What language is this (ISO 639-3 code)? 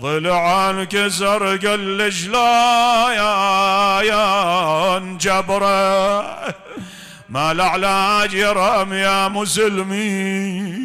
acm